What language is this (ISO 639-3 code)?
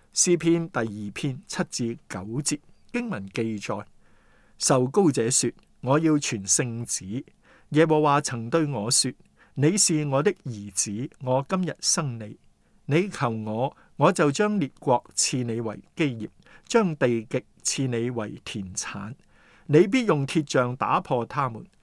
yue